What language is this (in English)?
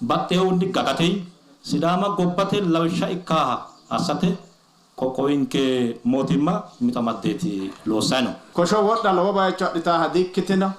Sidamo